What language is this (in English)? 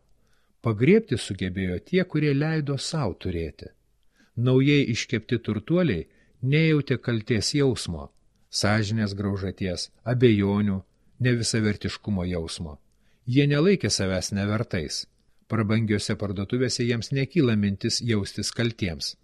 Lithuanian